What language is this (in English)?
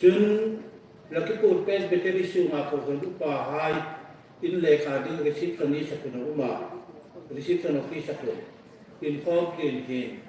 Hmar